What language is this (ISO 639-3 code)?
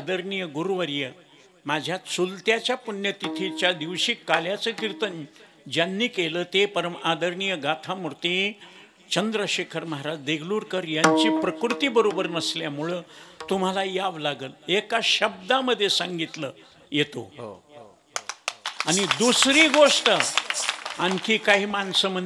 mar